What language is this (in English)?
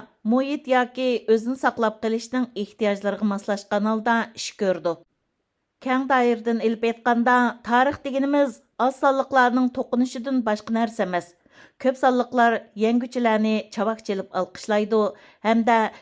Uyghur